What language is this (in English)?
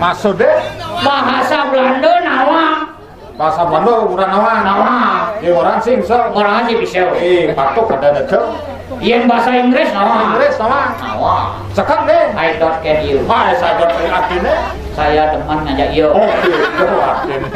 Balinese